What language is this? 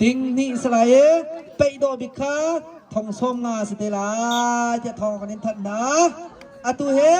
Hakha Chin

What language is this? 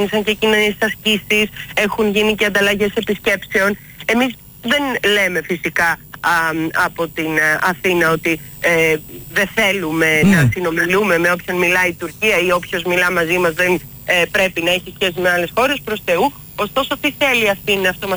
Greek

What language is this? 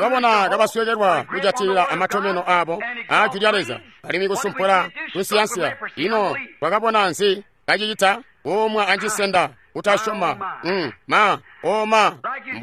Tonga (Zambia)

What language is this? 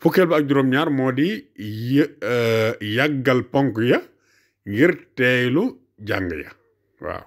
Wolof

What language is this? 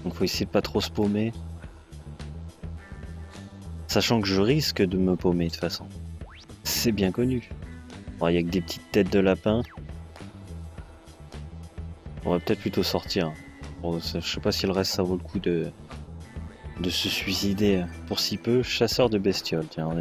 French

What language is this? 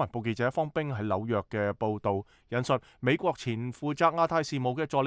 Cantonese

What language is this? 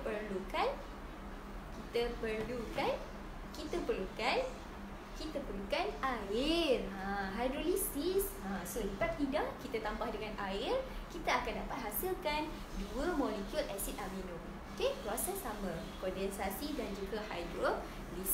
Malay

